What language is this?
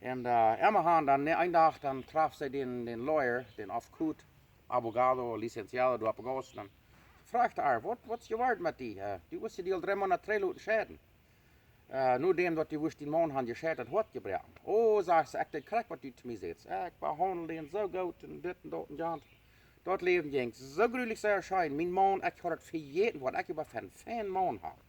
Plautdietsch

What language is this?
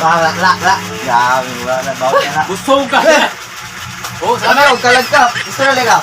Cebuano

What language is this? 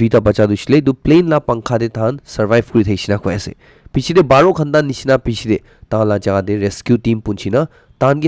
Naga Pidgin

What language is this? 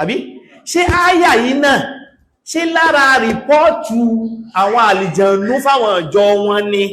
Yoruba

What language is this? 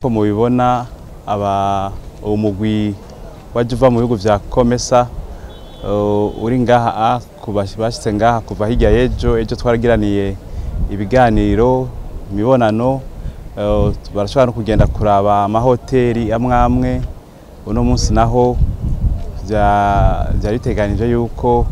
Rundi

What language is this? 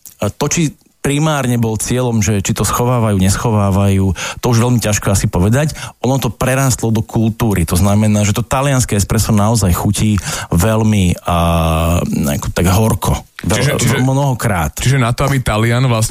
Slovak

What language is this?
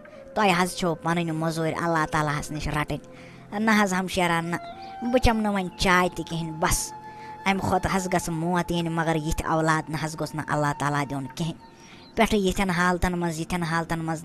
Kashmiri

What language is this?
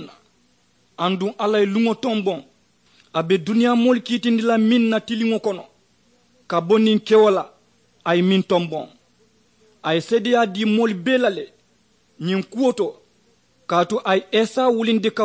Mandingo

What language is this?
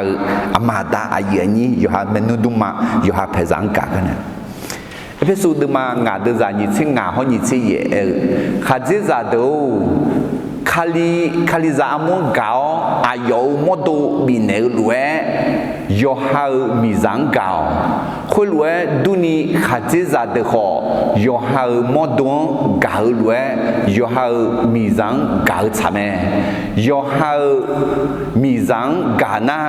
Akha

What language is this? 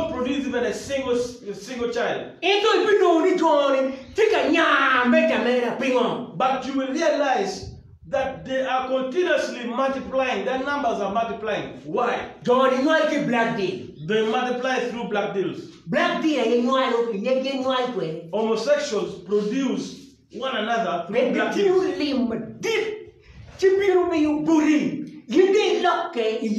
Acoli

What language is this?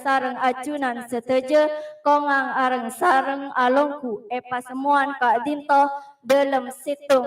Madurese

